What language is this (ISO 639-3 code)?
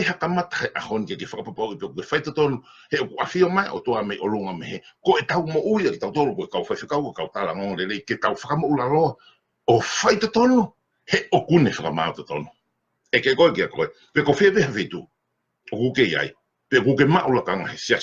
ton